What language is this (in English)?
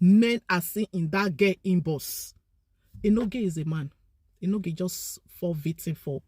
Nigerian Pidgin